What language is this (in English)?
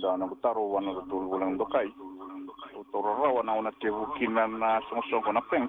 Fijian